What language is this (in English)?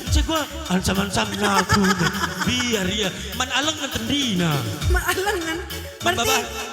Batak Karo